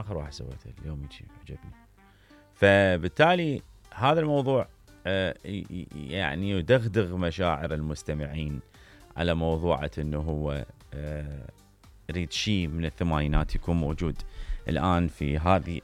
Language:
Mesopotamian Arabic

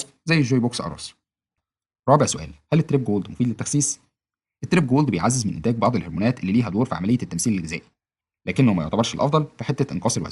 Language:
Egyptian Arabic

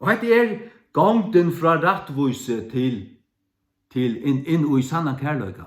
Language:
Faroese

